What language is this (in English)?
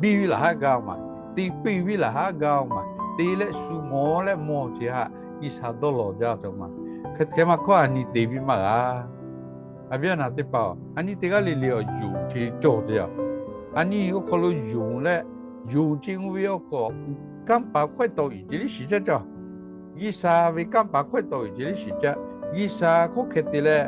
Lahu